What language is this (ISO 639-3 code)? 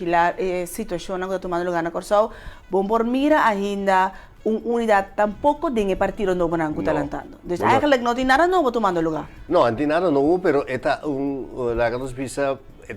pap